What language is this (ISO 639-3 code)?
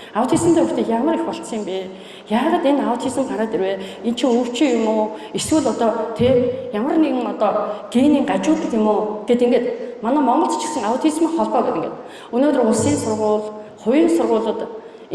mon